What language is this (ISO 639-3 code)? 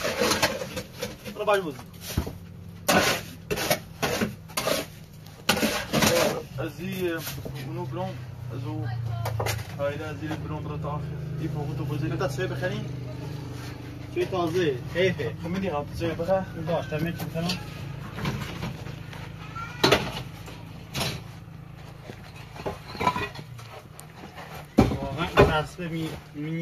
fas